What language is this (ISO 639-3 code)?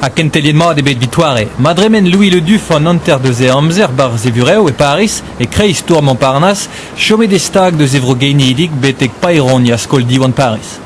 bre